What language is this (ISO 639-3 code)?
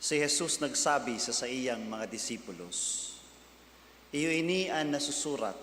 bik